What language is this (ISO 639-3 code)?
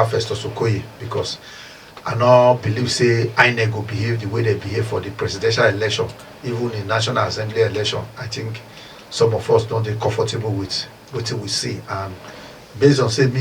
pcm